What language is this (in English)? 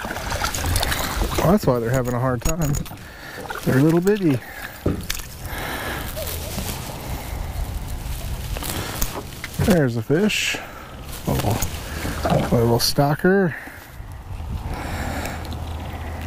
English